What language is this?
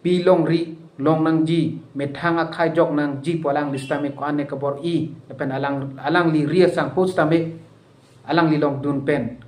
Karbi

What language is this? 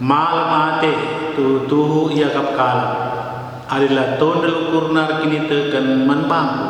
Batak Karo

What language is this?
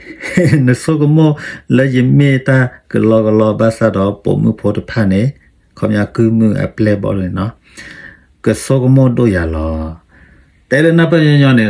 S'gaw Karen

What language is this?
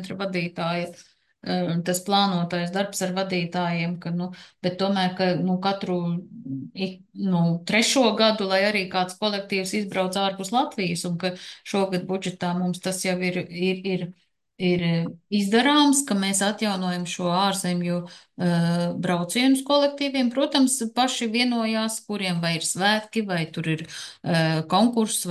Latvian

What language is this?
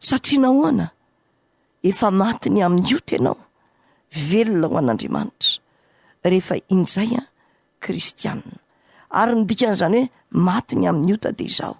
Malagasy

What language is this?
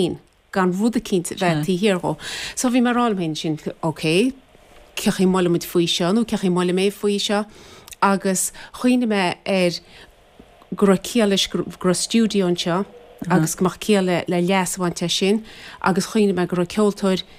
Irish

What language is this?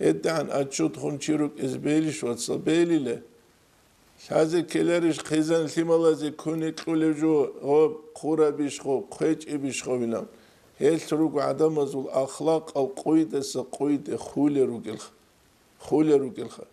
Avaric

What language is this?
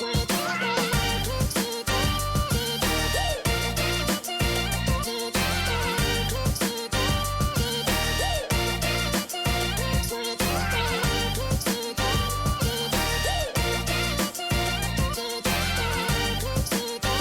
Abkhazian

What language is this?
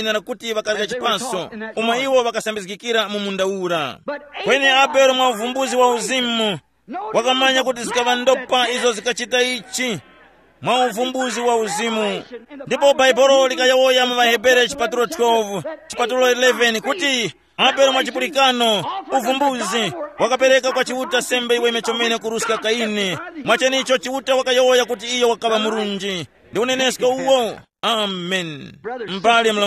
Tumbuka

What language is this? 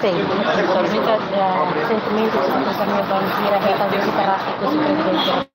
Tetum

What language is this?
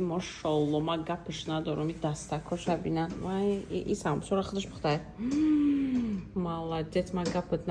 Tajik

